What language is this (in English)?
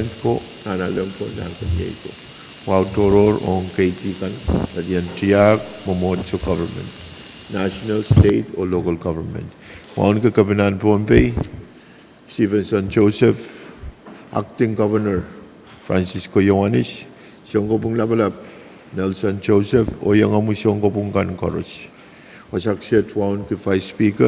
Pohnpeian